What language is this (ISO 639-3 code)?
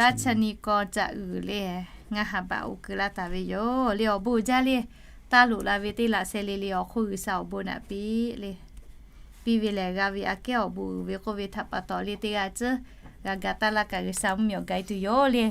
lhu